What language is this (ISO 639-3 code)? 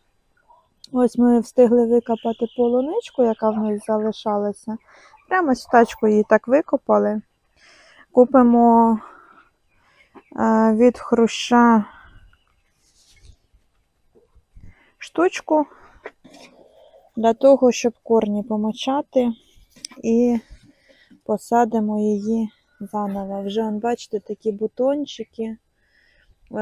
ukr